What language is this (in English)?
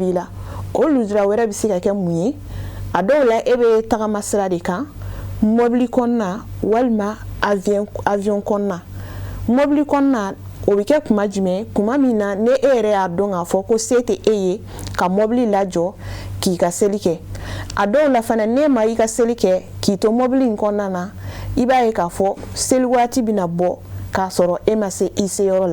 Bambara